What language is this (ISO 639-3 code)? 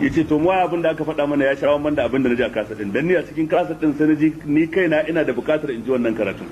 hau